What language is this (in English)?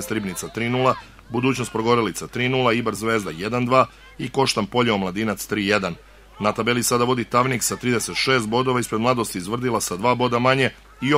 Serbian